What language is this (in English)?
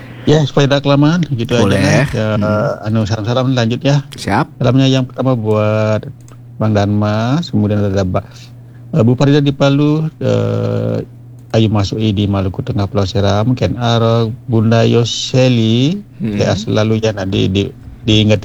Indonesian